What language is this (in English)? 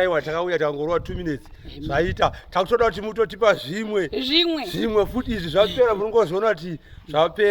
Shona